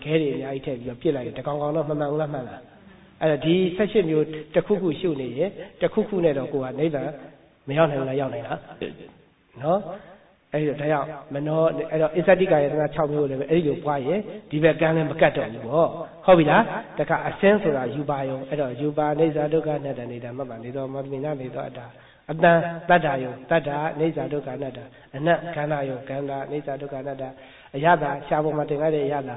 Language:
Burmese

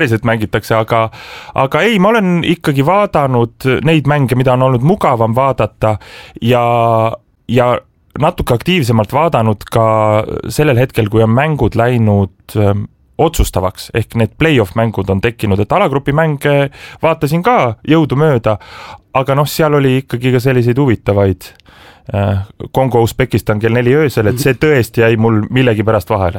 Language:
Estonian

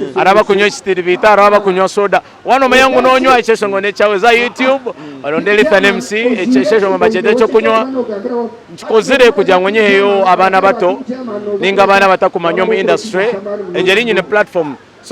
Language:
Nyankole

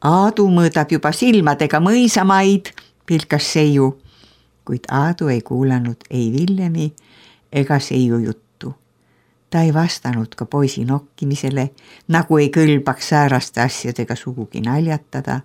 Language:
Estonian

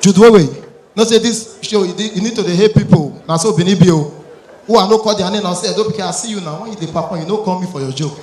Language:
Nigerian Pidgin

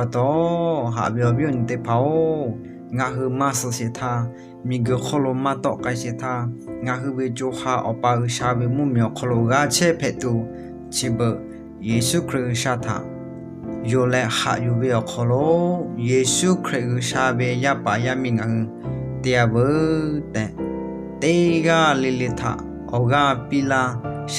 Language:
Lahu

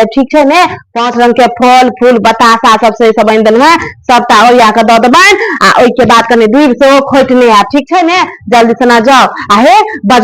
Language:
Maithili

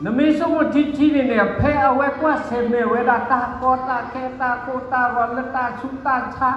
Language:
S'gaw Karen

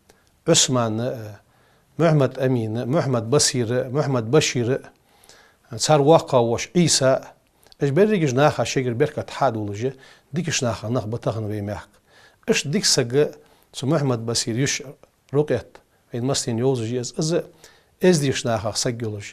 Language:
Ingush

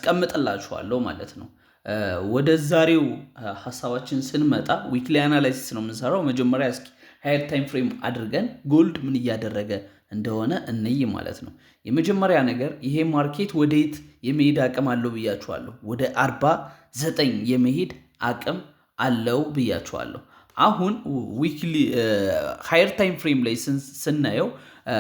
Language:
Amharic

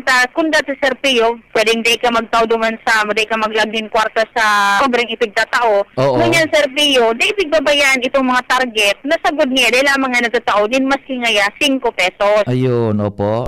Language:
Bikol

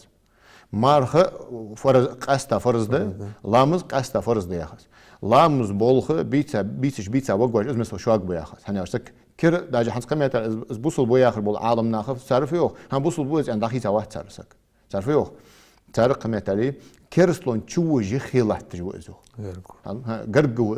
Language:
Ingush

